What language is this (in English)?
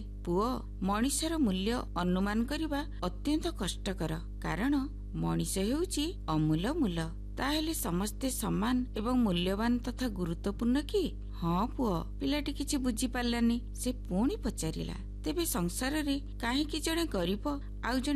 Odia